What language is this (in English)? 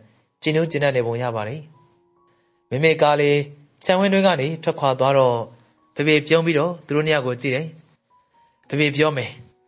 Burmese